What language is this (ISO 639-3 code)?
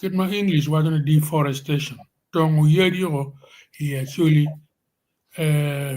ach